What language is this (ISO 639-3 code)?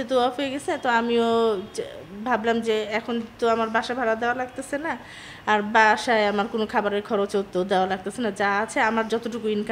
ben